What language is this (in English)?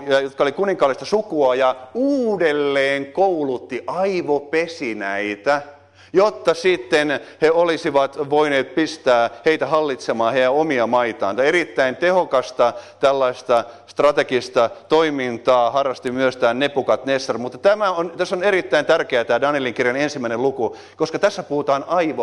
Finnish